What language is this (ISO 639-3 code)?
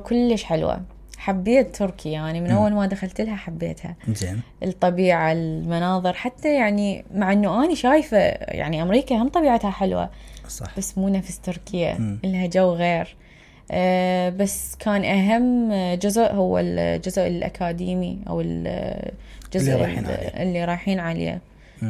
acm